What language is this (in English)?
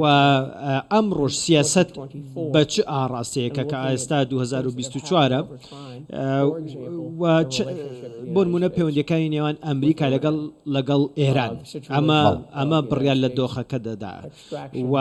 Central Kurdish